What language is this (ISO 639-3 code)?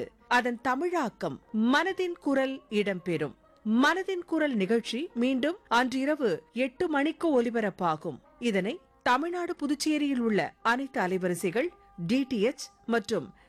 tam